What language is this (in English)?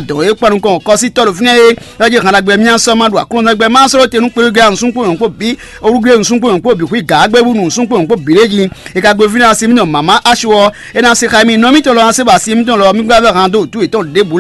Fon